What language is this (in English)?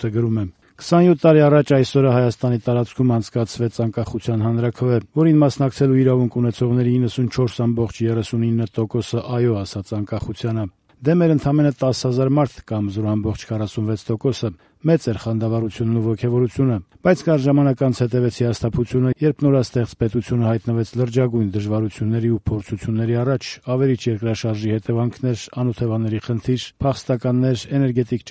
Armenian